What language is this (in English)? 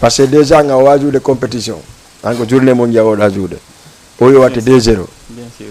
Fula